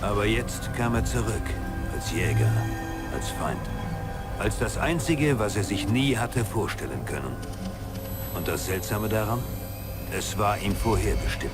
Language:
Bavarian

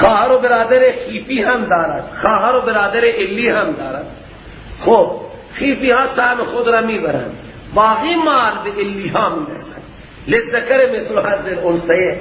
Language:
Persian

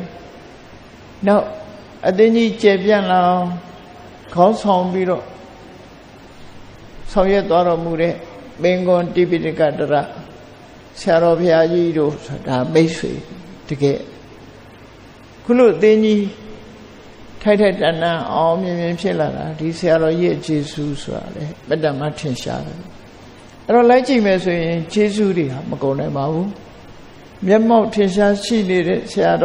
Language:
Burmese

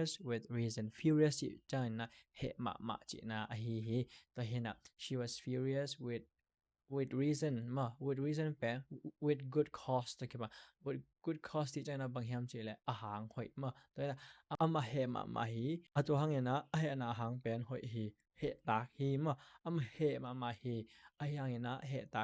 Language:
Tedim Chin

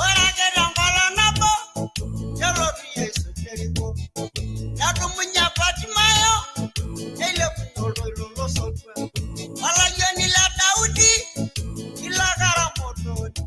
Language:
Masai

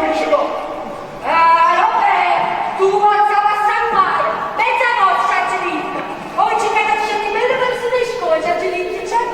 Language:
Neapolitan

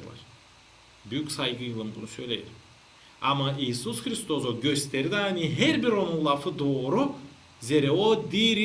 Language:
Gagauz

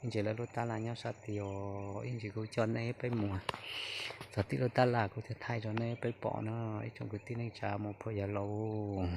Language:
Hmong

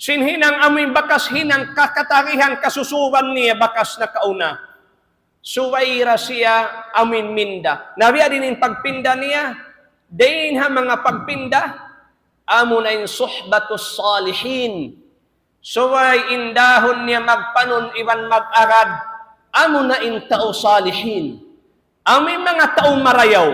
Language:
Tausug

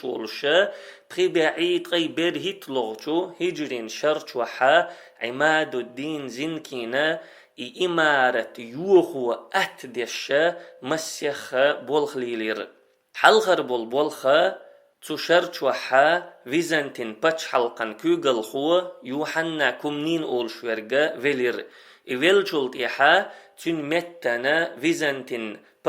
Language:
Chechen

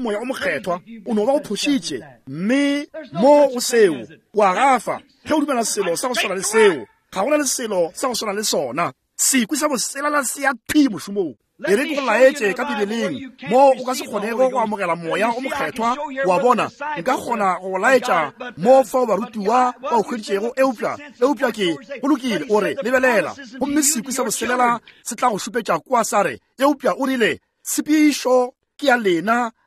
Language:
Northern Sotho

